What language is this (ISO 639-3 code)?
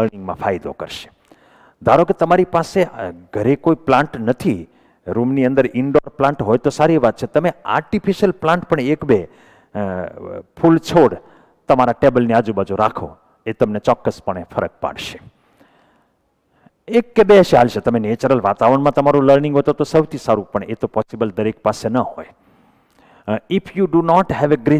guj